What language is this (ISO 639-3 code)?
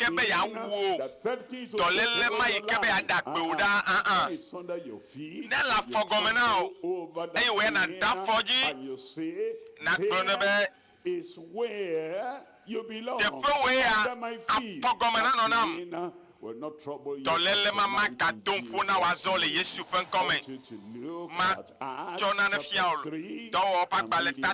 ewe